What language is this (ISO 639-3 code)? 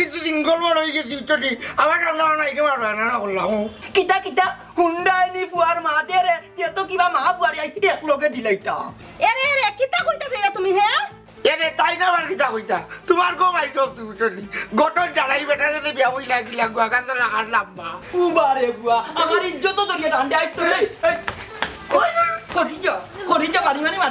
syl